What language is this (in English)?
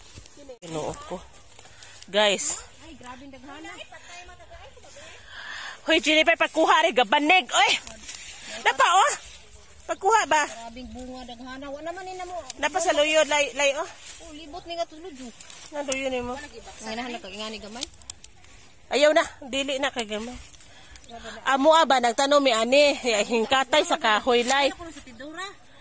Cebuano